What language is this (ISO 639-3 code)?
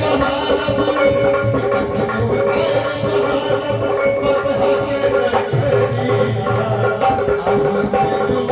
mai